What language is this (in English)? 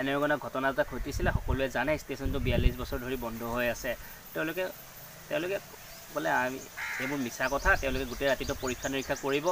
Assamese